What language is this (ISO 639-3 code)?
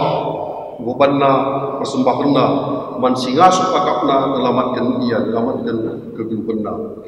btx